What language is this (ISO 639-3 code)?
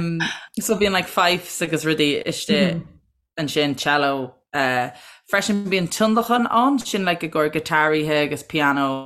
gle